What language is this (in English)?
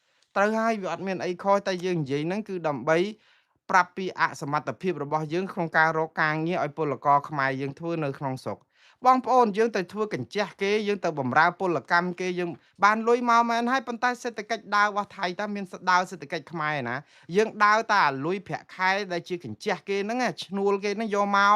Khmer